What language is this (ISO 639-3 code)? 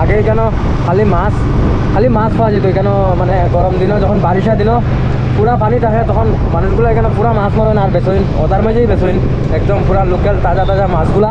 syl